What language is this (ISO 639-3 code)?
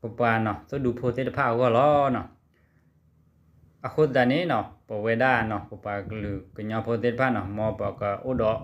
ksw